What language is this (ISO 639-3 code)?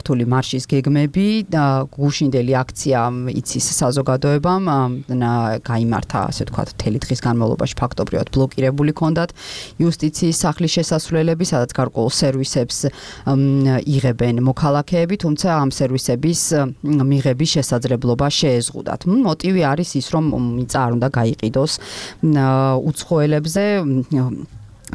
kat